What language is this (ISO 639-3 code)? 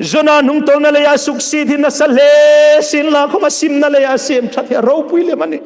hmr